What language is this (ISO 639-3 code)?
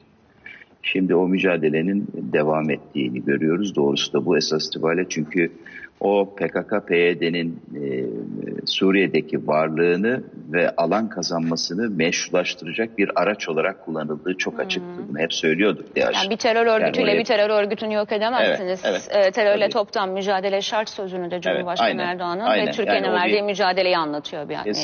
tur